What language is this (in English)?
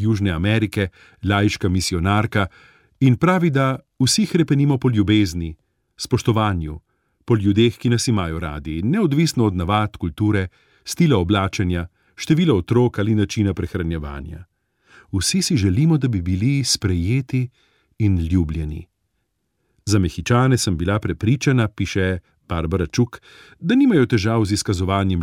Slovenian